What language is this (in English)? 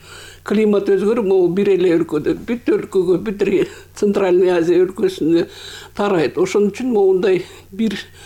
Kyrgyz